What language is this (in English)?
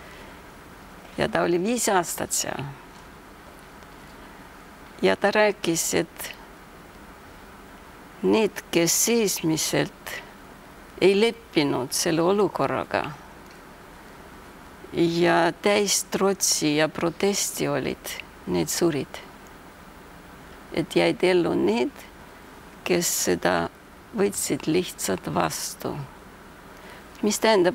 Estonian